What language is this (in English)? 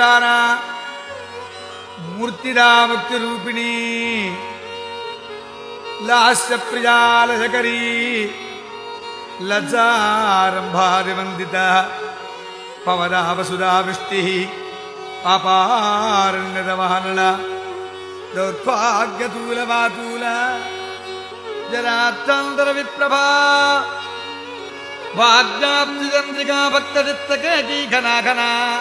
Sanskrit